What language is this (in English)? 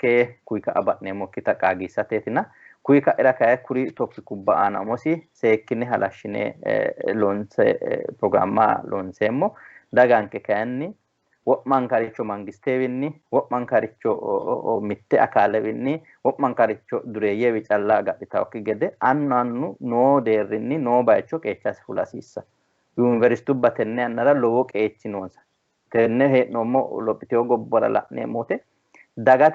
Sidamo